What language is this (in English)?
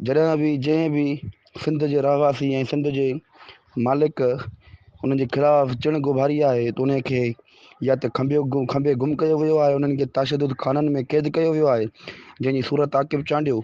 Sindhi